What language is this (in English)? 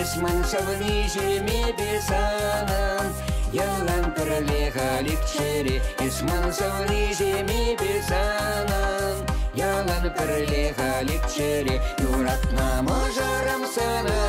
Chuvash